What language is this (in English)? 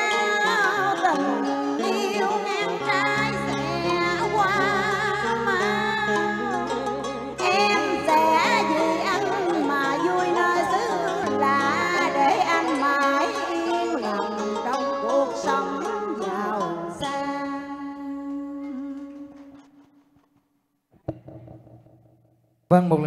Vietnamese